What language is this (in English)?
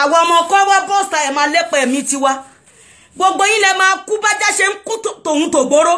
Yoruba